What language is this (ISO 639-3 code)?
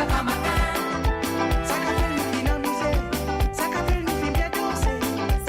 mfe